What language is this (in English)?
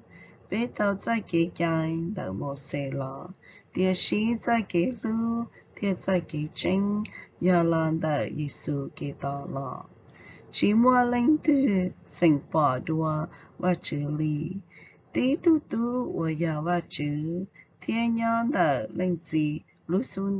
Hmong